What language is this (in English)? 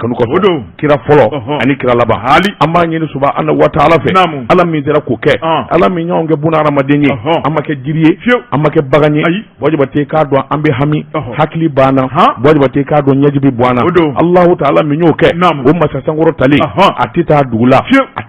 Bambara